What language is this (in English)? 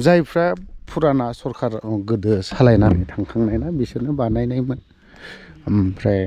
Bodo